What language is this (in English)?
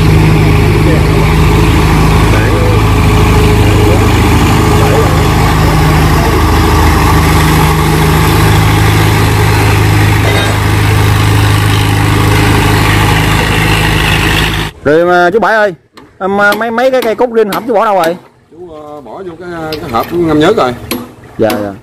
Vietnamese